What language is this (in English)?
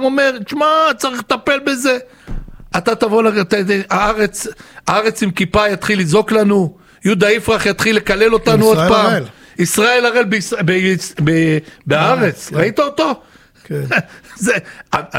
Hebrew